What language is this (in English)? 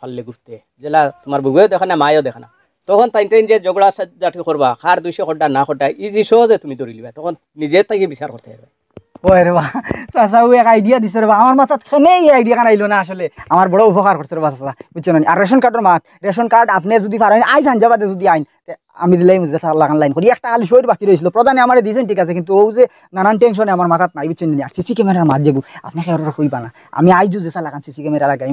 Sylheti